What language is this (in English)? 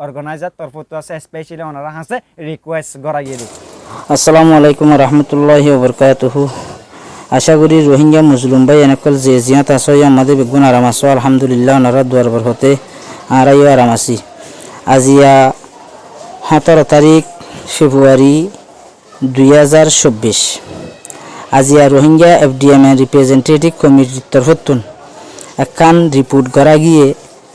Rohingya